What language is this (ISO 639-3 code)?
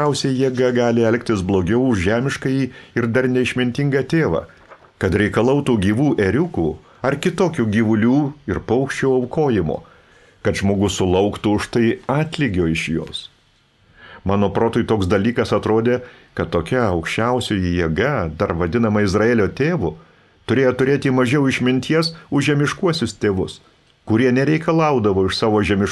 lit